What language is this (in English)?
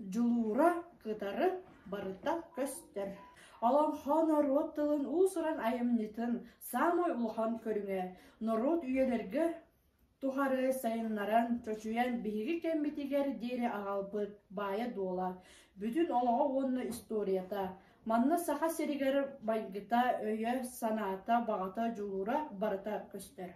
Yakut